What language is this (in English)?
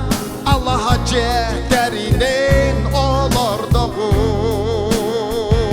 Yakut